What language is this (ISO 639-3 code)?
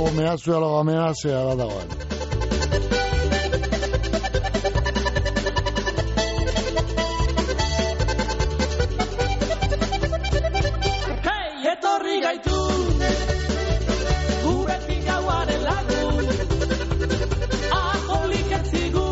eus